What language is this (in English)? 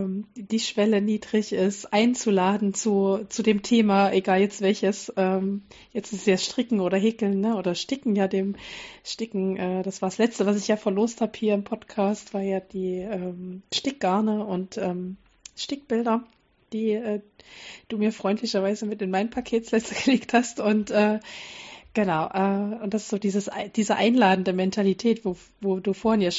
German